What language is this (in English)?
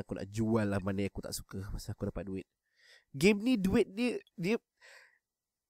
Malay